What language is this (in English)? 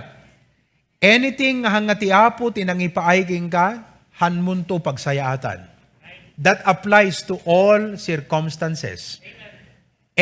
Iloko